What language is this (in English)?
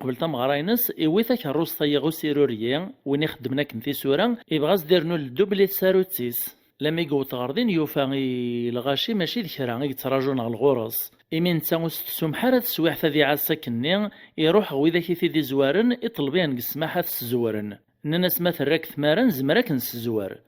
Kabyle